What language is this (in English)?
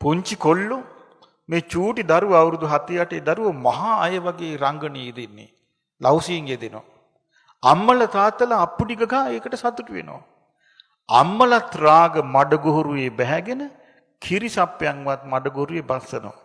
Sinhala